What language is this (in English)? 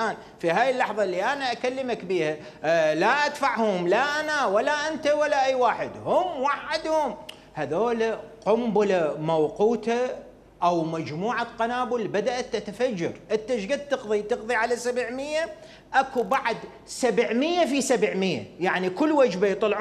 Mesopotamian Arabic